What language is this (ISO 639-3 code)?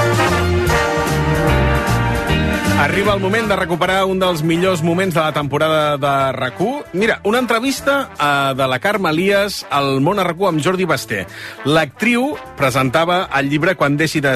cat